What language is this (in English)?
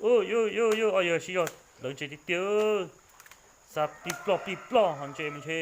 Hmong